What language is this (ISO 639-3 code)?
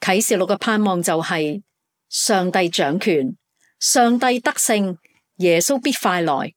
yue